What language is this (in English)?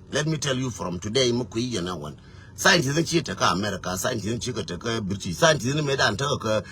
Nuer